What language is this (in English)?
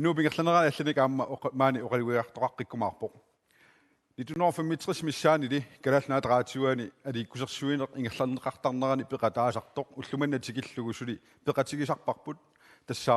Kalaallisut